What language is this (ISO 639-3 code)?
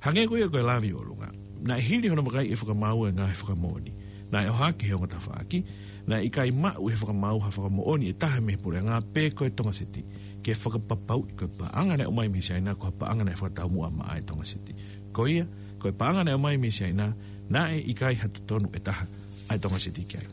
ton